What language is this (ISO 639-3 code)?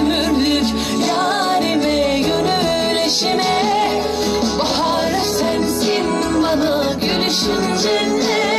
tur